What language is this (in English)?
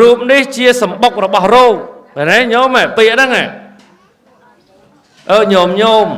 Khmer